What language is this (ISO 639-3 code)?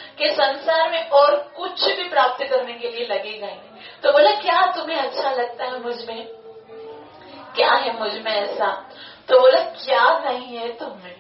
hin